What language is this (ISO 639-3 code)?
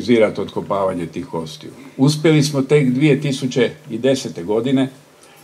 hrv